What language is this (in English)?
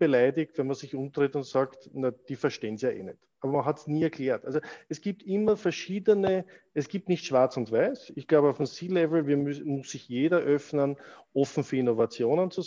German